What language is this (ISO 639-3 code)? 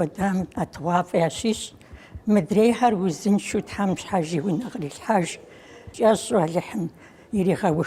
kbd